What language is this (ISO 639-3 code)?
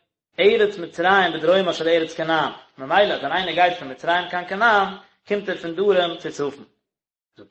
yid